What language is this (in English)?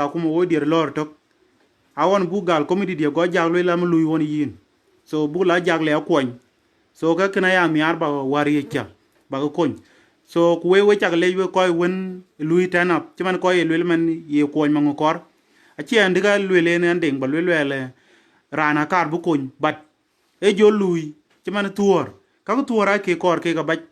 Dinka